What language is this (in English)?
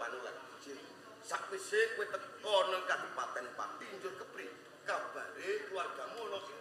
Javanese